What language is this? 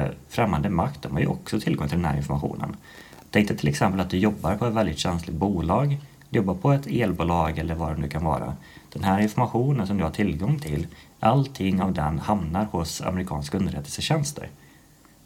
Swedish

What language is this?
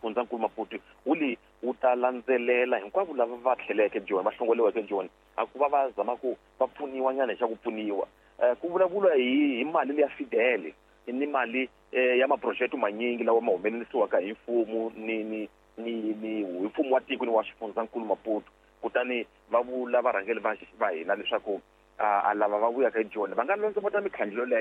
Tsonga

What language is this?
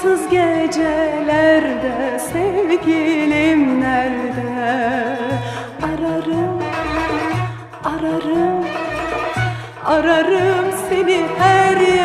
Turkish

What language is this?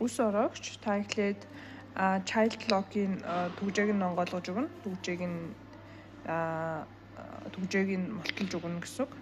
Mongolian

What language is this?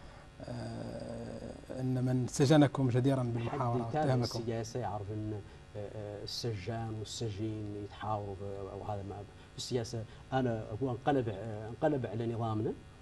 Arabic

